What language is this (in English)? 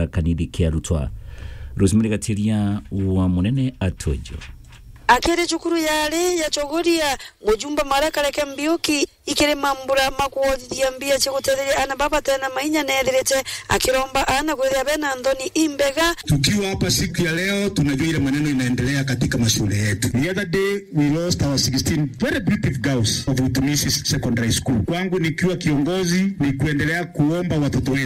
Meru